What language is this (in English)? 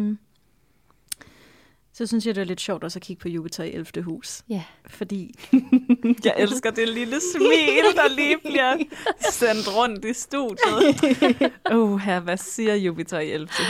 Danish